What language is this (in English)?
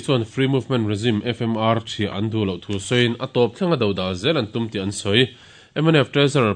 Mizo